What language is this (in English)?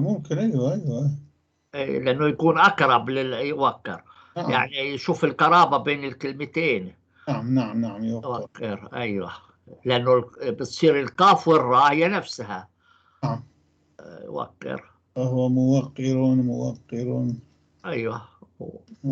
North Levantine Arabic